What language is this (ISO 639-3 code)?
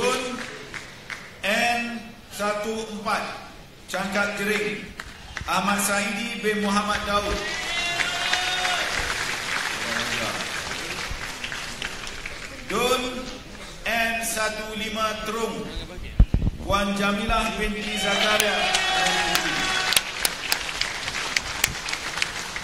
msa